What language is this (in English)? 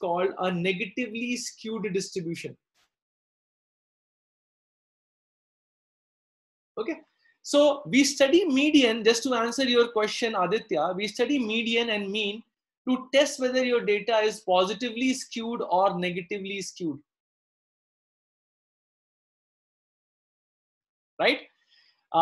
English